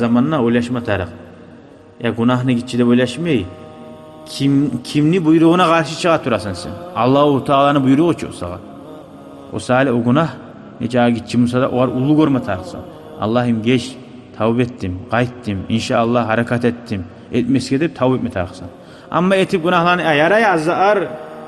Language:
Kumyk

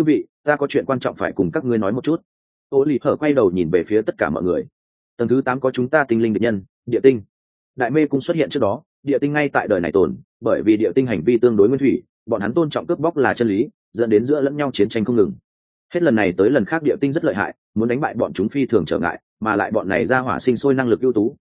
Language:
Vietnamese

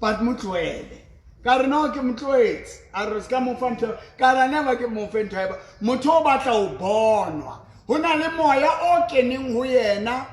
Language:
Southern Sotho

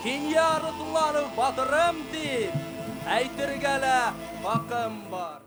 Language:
Bashkir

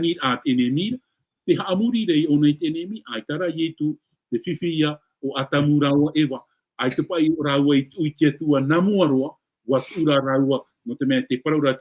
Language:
Tahitian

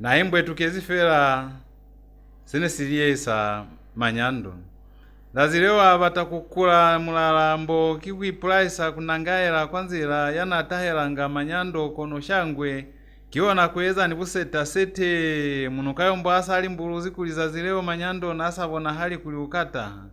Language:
Lozi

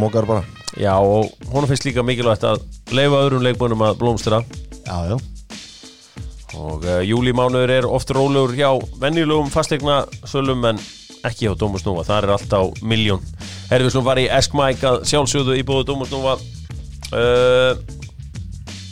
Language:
Icelandic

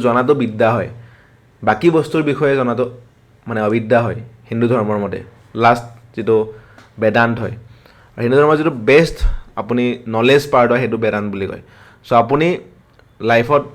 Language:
Assamese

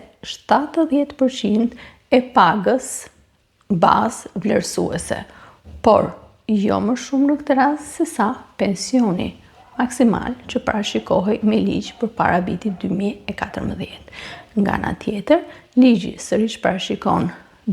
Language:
Albanian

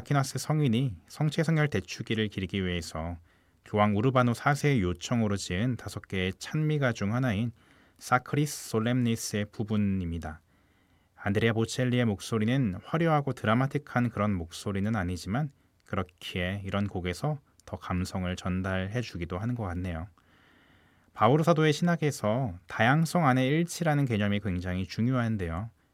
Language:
Korean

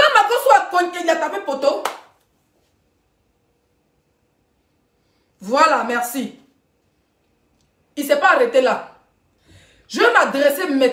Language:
French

